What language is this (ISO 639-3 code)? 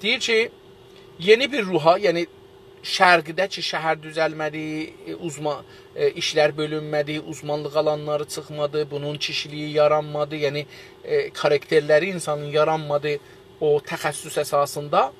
azb